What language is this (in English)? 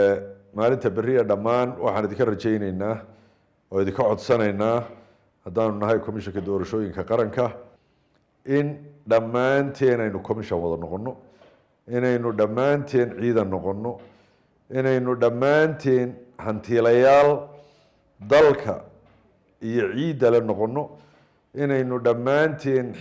Somali